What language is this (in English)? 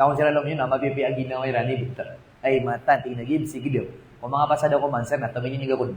Maranao